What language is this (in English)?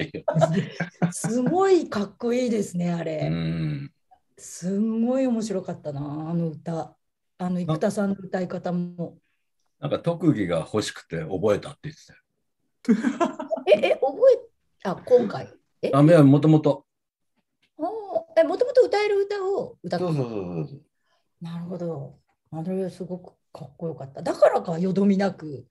Japanese